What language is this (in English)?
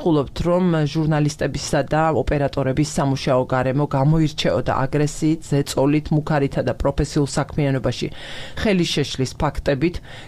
Georgian